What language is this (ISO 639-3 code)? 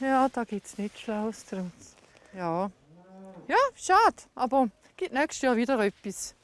gsw